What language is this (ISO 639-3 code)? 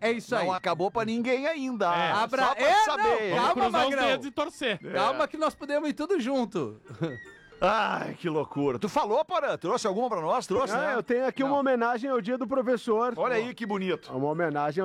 por